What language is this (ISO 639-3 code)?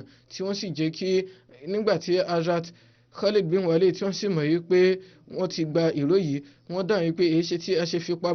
yor